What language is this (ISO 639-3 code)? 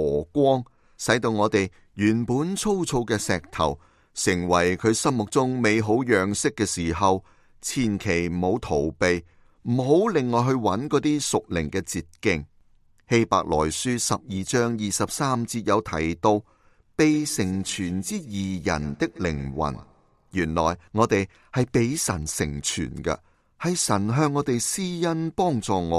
yue